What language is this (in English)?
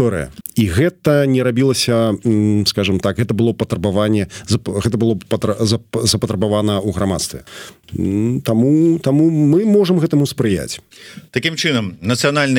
Belarusian